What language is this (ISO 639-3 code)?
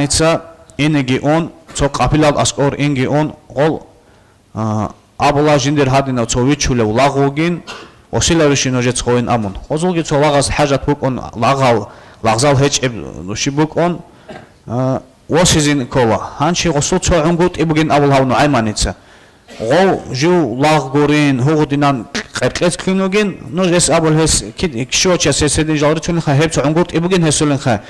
ava